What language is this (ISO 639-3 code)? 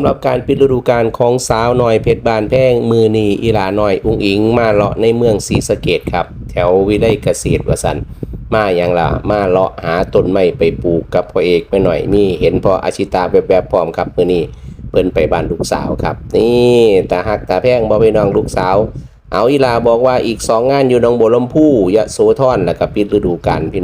tts